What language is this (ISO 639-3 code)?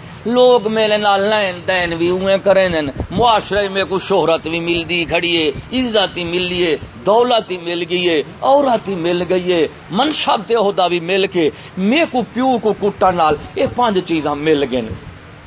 skr